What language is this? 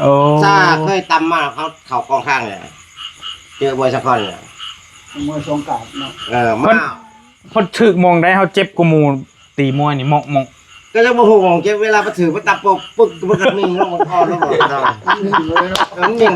Northeastern Thai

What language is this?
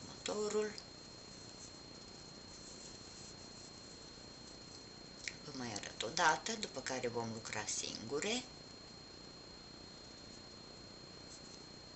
Romanian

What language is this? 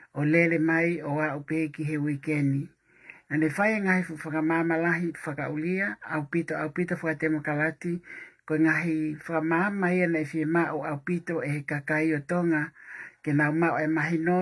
Tongan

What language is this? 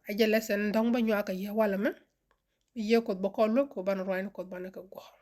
Nuer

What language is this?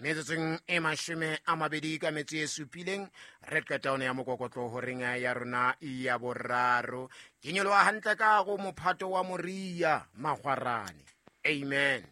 Southern Sotho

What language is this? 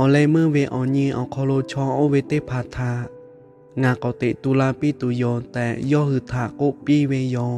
Lahu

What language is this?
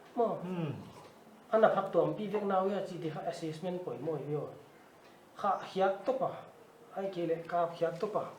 Paite Chin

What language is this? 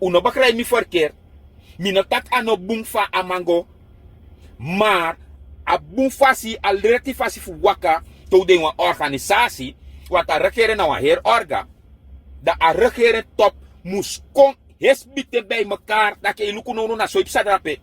Sranan Tongo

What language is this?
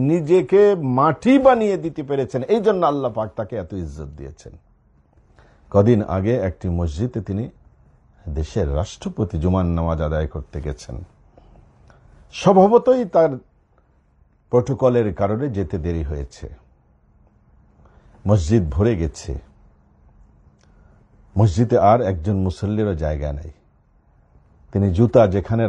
Bangla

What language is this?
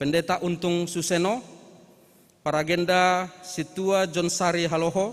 Batak Simalungun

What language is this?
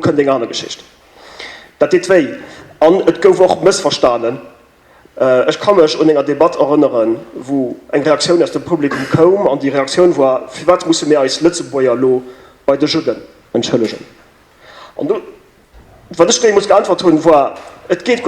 Luxembourgish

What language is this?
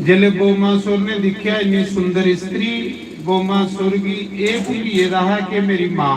Dogri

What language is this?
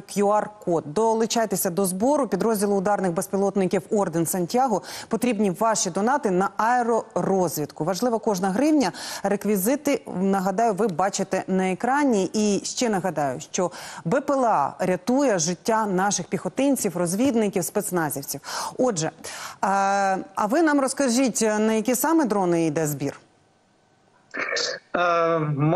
Ukrainian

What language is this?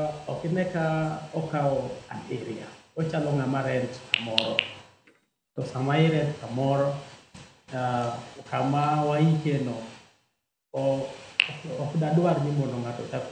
Luo (Kenya and Tanzania)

